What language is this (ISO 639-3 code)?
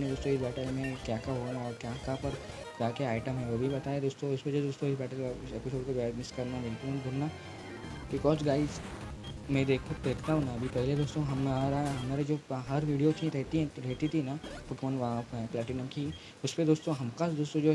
hin